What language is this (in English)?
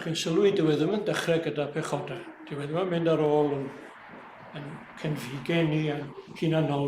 Welsh